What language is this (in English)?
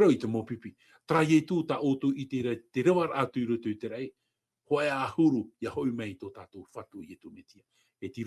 Tahitian